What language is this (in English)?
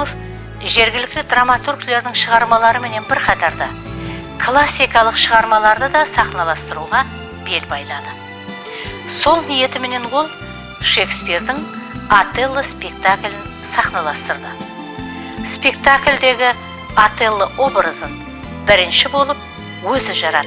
Kara-Kalpak